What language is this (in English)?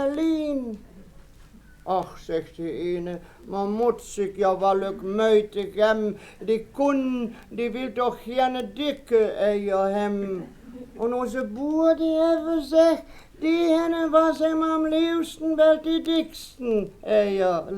Westphalien